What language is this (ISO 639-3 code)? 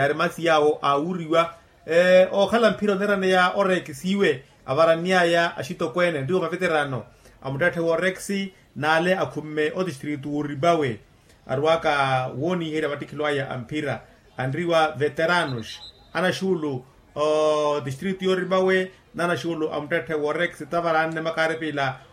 vmw